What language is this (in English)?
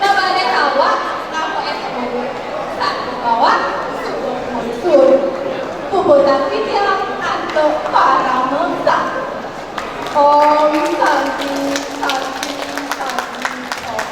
Balinese